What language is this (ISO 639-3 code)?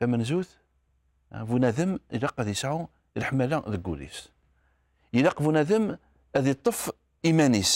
kab